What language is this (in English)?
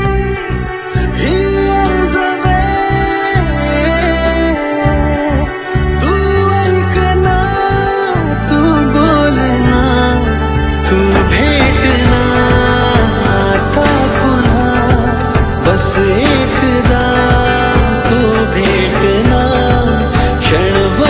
Marathi